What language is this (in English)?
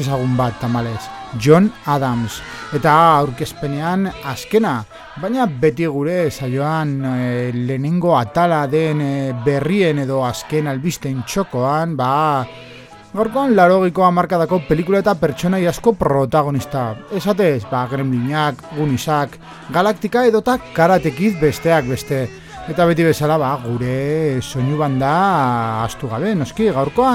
Basque